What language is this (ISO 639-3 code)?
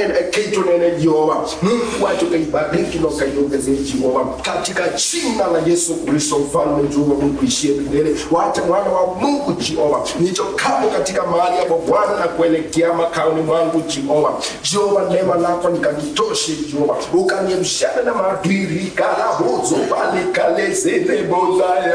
kam